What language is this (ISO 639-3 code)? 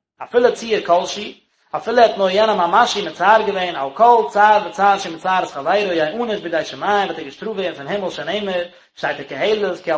yid